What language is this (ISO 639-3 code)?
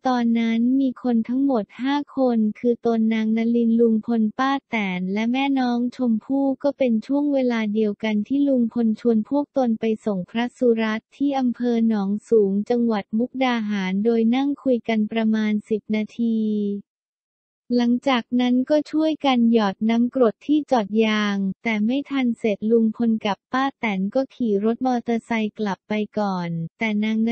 tha